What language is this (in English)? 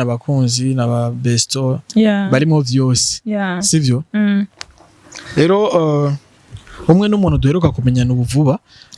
Rundi